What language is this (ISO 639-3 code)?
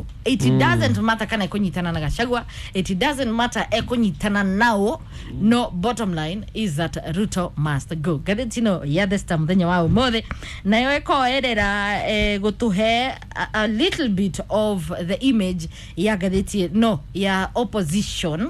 kik